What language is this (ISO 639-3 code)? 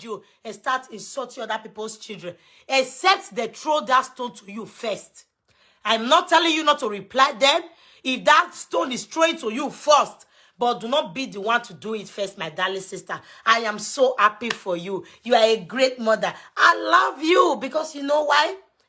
pcm